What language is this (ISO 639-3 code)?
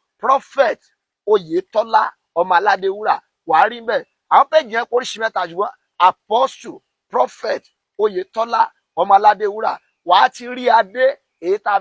yor